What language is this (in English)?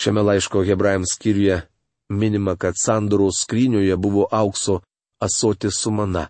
Lithuanian